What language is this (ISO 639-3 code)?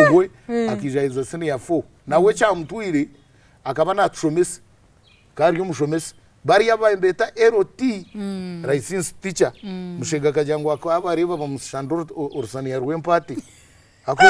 nyn